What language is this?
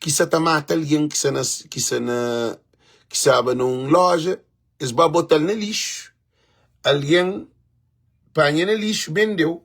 Kabuverdianu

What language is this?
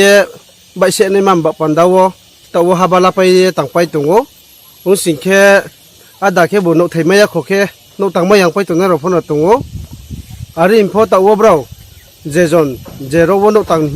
Riang (India)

